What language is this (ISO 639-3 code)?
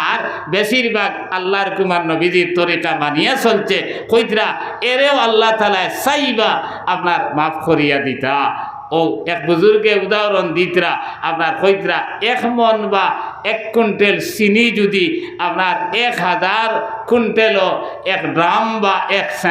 syl